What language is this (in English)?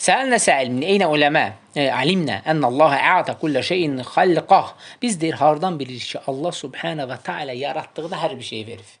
Azerbaijani